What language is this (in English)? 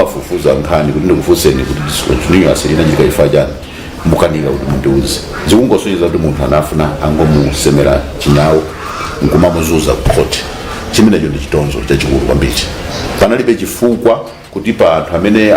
Nyanja